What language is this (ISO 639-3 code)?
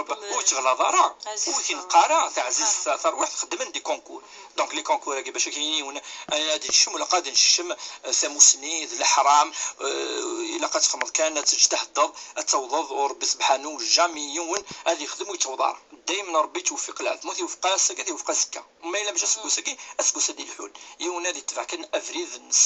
kab